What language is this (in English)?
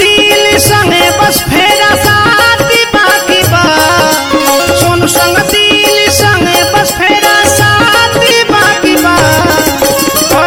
Bhojpuri